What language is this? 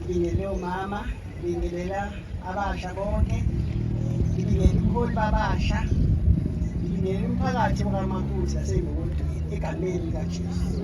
Zulu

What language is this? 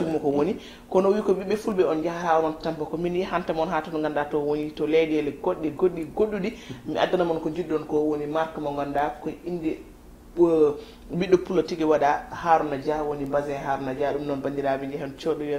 Fula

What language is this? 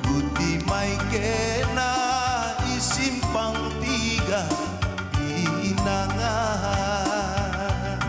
Batak Karo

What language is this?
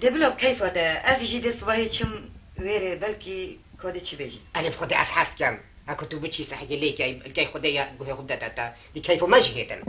Kurdish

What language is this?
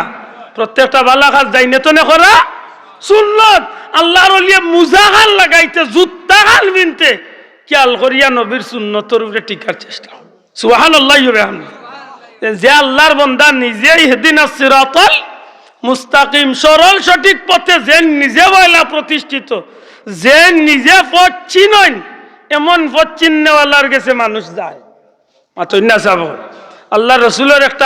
Sylheti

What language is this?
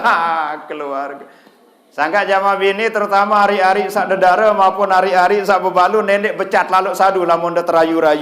Sasak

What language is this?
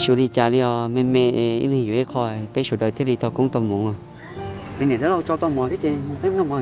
Hmong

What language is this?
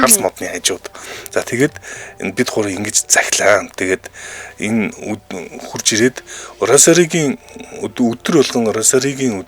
Mongolian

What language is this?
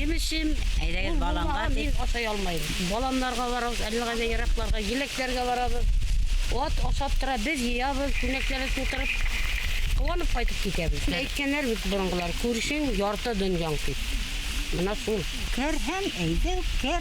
Bashkir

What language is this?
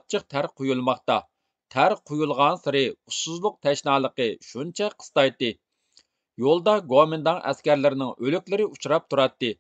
Uyghur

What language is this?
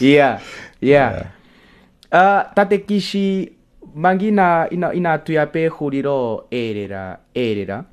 Kuanyama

